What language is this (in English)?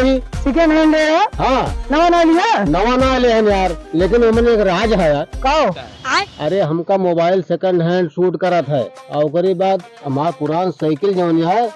Awadhi